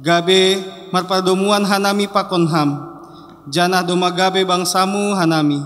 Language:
Batak Simalungun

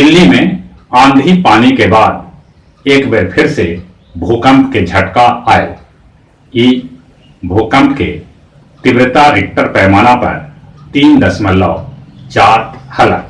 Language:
Magahi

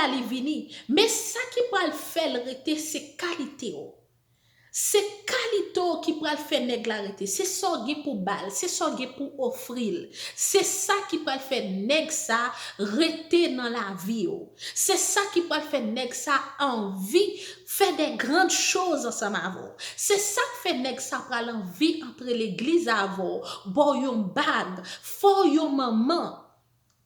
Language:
Haitian Creole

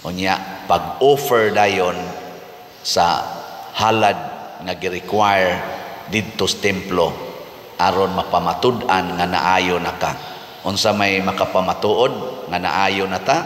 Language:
Cebuano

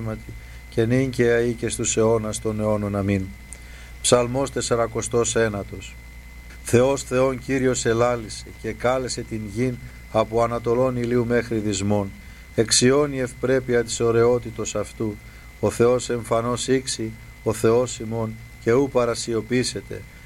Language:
Greek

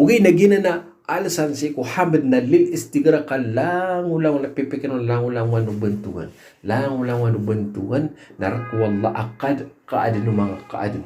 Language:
Maranao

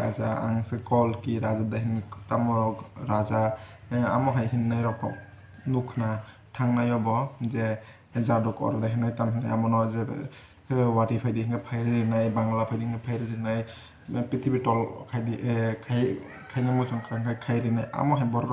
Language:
Kok Borok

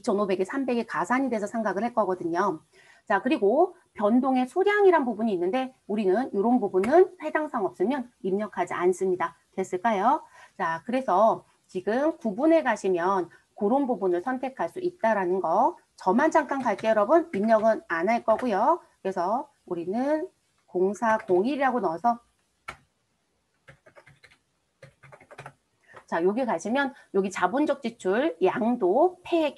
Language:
Korean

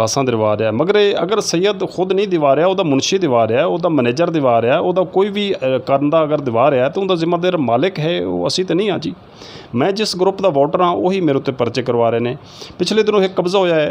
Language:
Saraiki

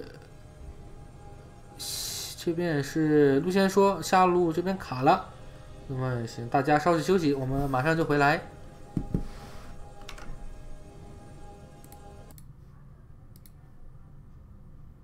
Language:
Chinese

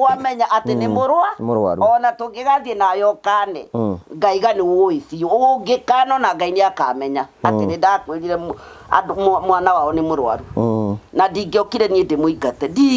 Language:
Kikuyu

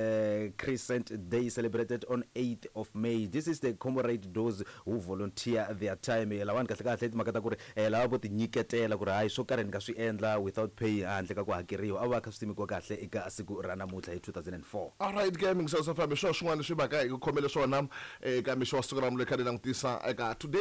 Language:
Tsonga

